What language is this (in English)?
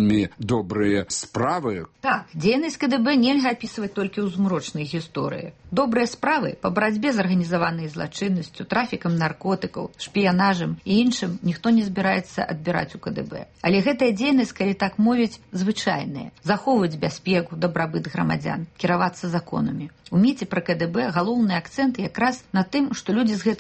Belarusian